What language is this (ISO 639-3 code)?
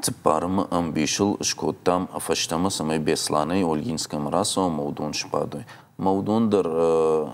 oss